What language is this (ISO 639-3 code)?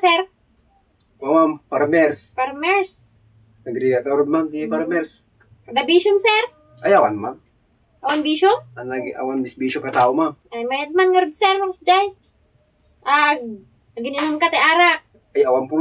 ilo